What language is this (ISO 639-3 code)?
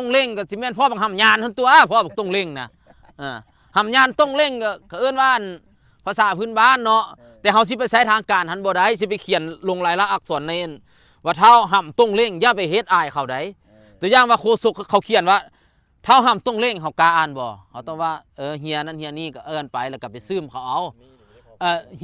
lao